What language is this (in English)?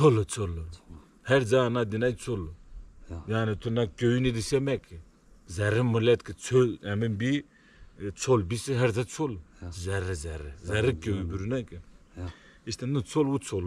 Zaza